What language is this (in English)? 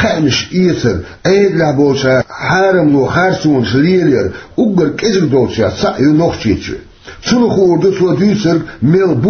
Chechen